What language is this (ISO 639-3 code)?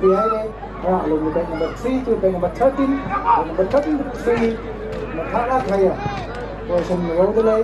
nmf